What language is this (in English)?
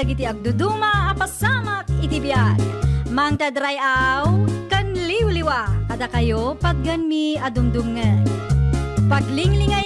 Iloko